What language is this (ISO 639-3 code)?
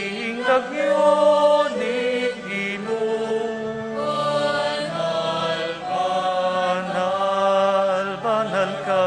pam